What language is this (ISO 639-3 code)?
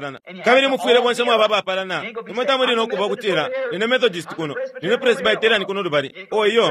bem